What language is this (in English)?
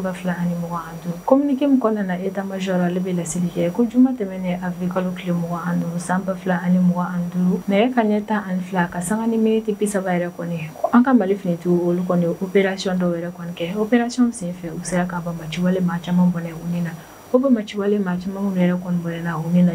Bambara